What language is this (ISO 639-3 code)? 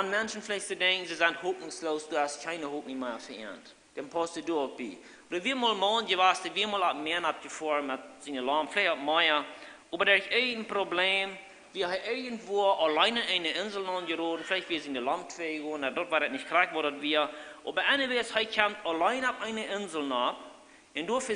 pdt